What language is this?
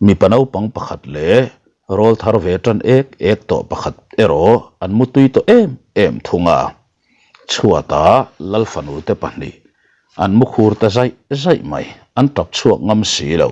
Mizo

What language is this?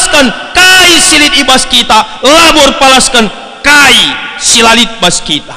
Batak Karo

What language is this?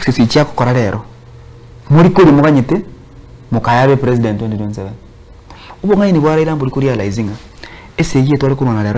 Gusii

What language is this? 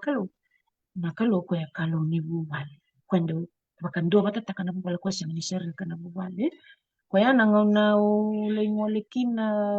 Fijian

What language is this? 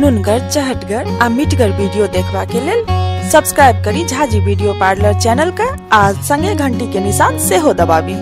Maithili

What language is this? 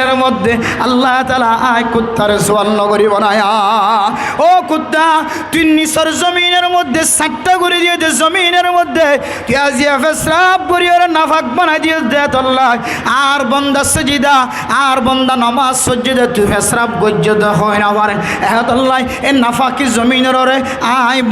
Rohingya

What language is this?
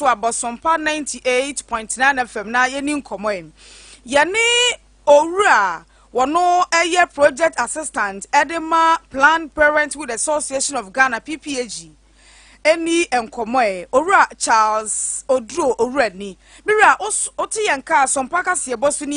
Akan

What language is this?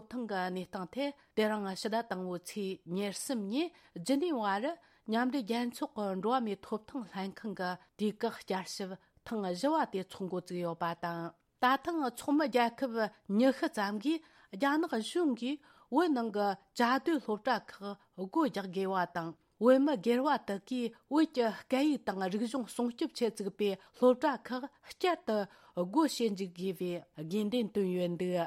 Tibetan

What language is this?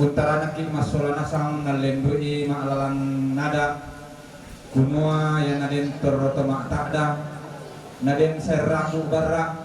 Toraja-Sa'dan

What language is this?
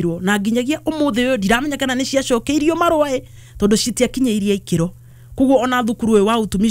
Kikuyu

